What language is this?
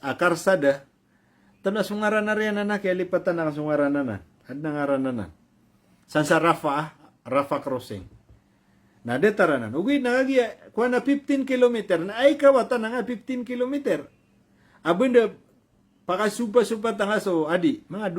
Maranao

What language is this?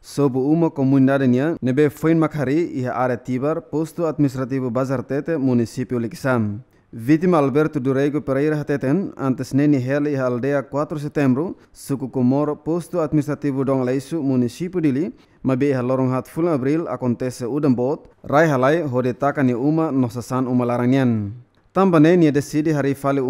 Tetum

